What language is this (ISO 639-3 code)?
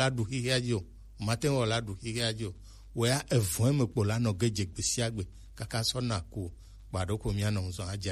gej